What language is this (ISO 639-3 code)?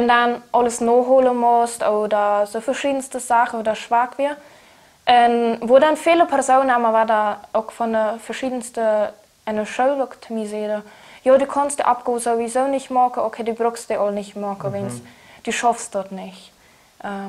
pdt